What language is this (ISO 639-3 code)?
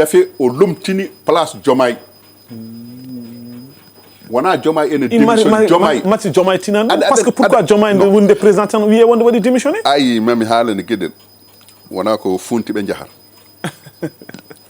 ful